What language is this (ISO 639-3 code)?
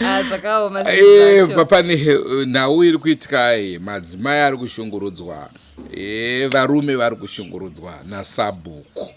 sna